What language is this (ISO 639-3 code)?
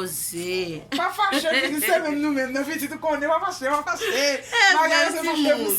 hat